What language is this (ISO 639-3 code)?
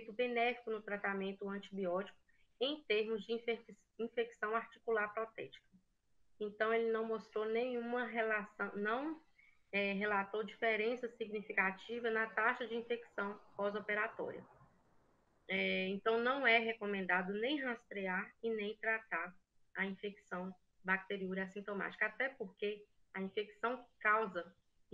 por